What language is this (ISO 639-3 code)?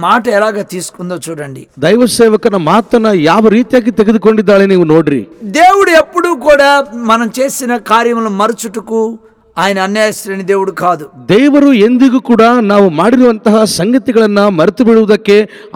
kan